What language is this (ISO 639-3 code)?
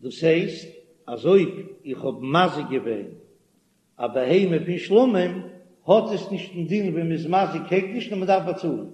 yid